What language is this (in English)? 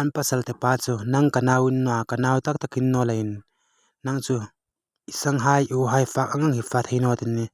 Hmar